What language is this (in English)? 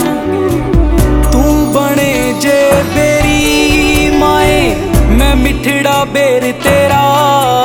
Punjabi